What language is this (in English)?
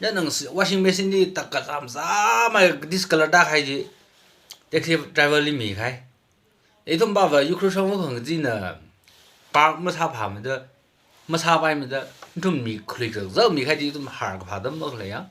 Tangkhul Naga (India)